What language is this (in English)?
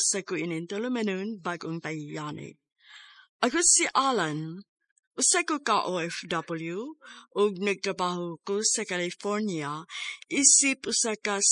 Cebuano